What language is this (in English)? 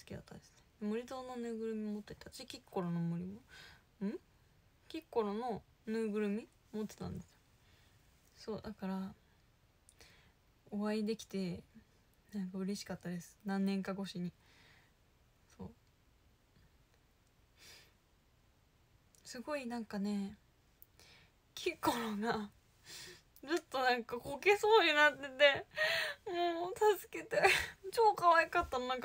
Japanese